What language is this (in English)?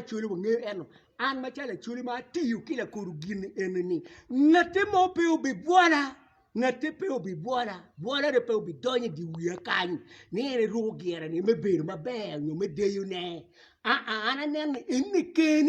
Acoli